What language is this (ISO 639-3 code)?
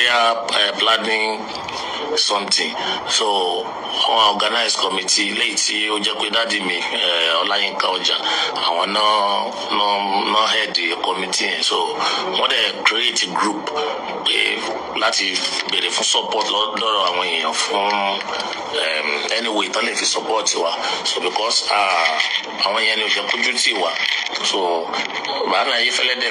yor